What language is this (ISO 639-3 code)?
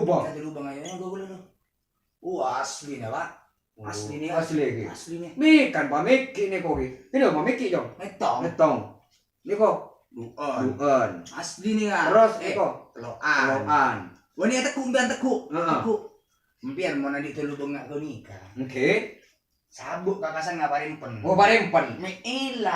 mad